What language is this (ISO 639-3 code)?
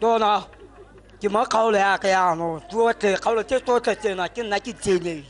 tsn